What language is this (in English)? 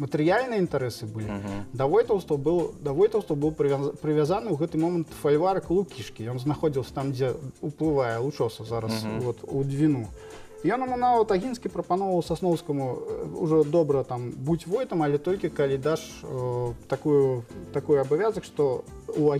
Belarusian